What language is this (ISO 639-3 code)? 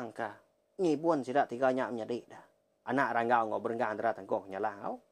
iba